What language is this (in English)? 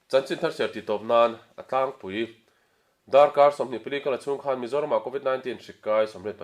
Mizo